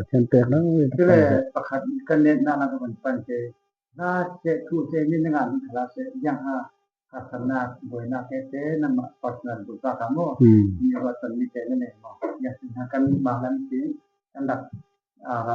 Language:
Falam Chin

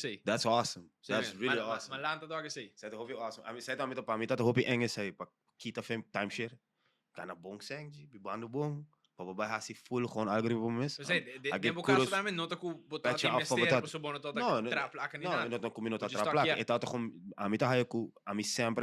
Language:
Papiamento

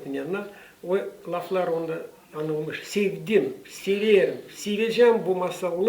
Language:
Gagauz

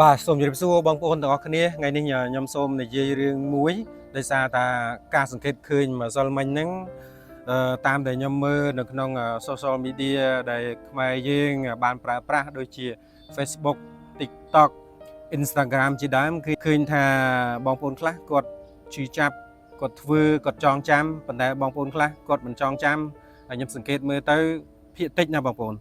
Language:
Khmer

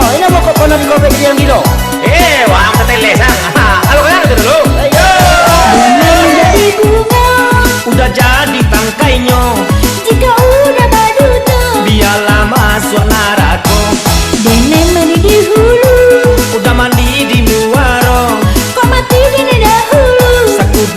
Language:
Minangkabau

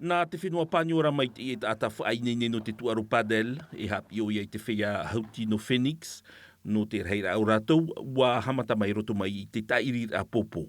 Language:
Tahitian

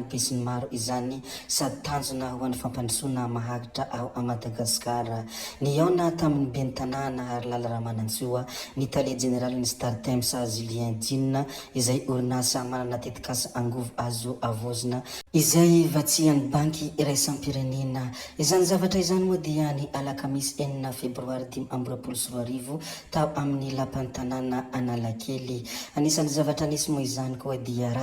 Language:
Malagasy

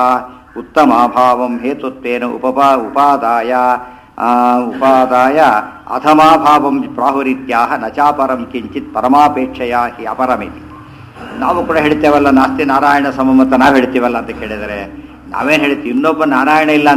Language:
Kannada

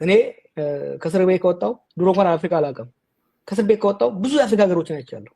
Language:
Amharic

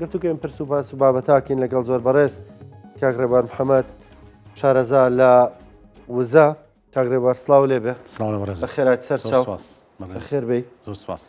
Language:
Central Kurdish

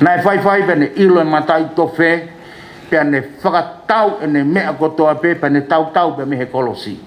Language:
Tongan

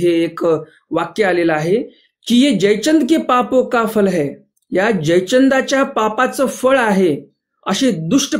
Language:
Marathi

